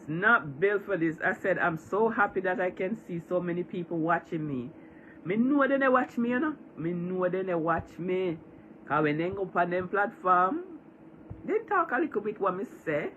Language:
Jamaican Creole English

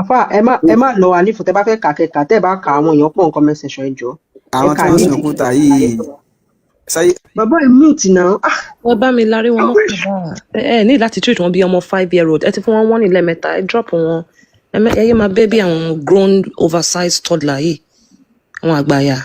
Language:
Yoruba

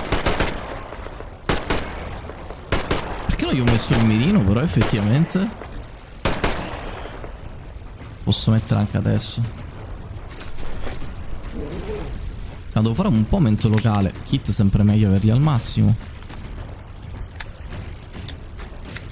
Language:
Italian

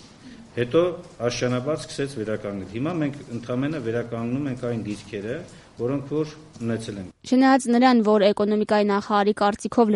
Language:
Armenian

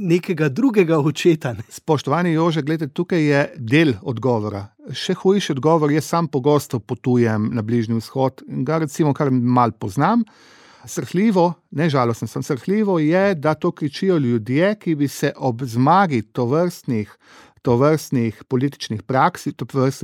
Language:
Slovenian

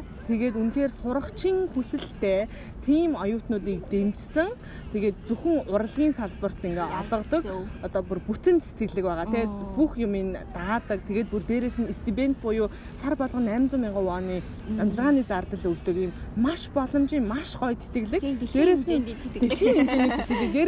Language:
Mongolian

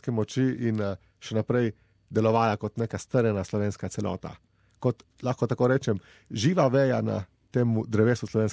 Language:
Slovenian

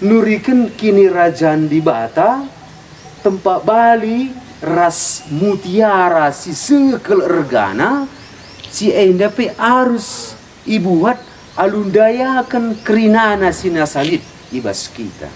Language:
Batak Karo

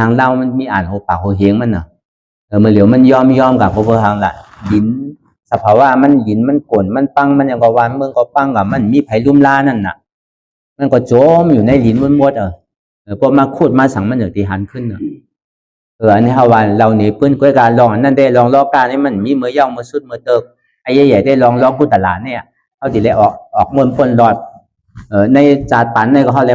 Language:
Shan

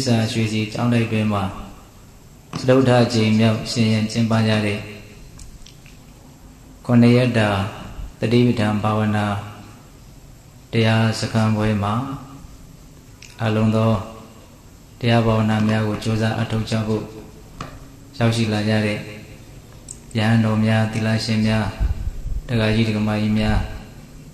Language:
Burmese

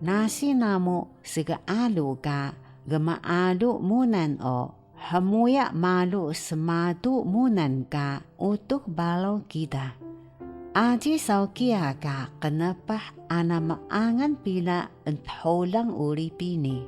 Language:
Taroko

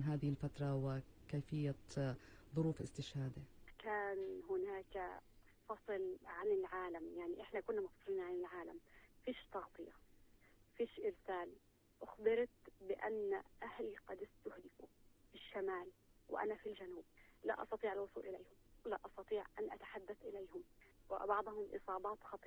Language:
North Levantine Arabic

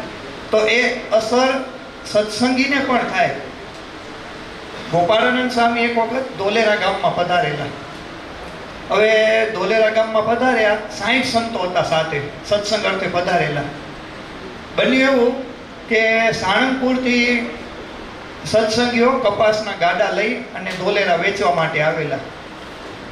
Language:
Gujarati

